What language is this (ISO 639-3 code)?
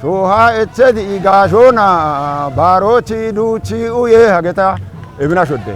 kbr